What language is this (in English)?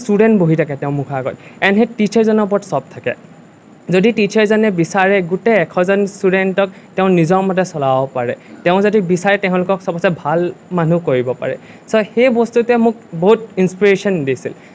Assamese